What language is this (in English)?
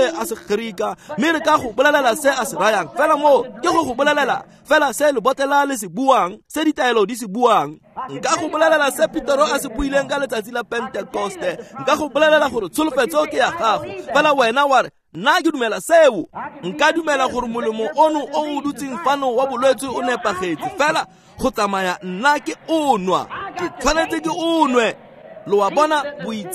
Tswana